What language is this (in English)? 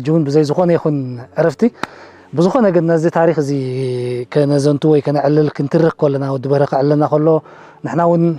Tigrinya